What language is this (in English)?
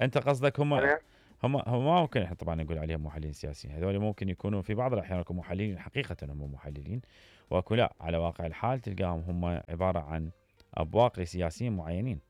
Mesopotamian Arabic